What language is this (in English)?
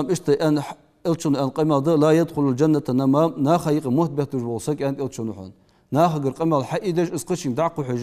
Ingush